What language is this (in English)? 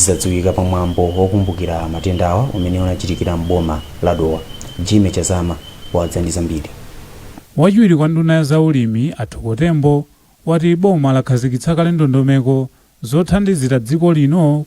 Nyanja